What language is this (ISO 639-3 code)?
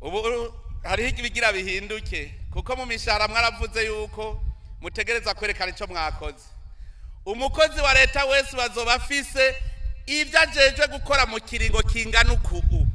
run